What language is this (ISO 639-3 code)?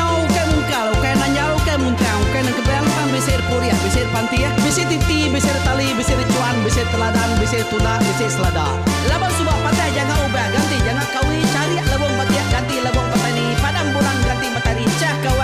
iba